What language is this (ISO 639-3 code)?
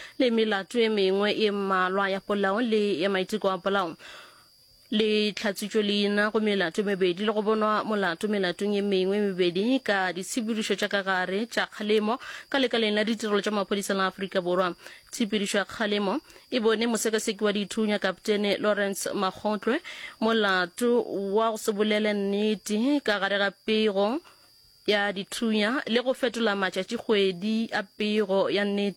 nso